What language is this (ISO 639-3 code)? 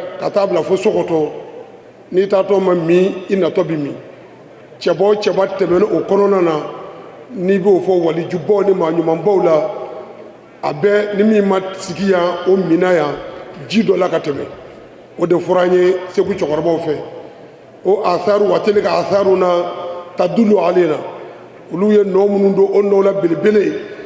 bam